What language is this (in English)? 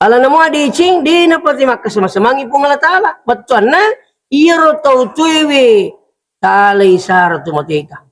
Buginese